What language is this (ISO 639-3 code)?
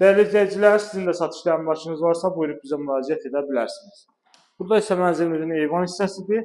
aze